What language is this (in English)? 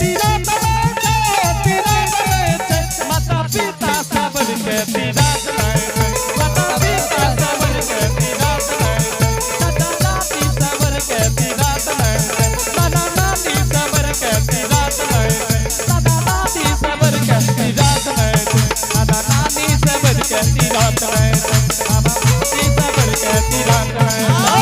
Angika